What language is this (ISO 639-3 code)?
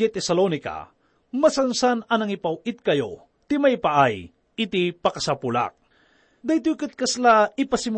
ilo